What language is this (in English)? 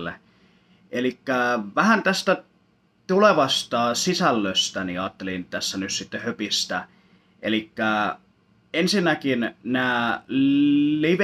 Finnish